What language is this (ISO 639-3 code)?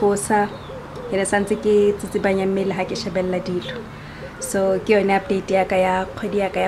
tsn